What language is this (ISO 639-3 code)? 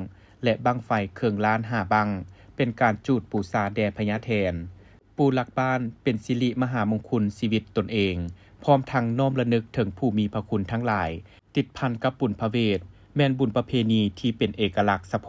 lao